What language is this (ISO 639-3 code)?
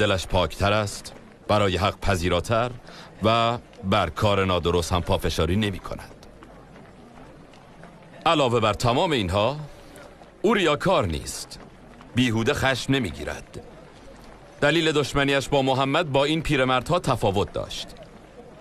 fas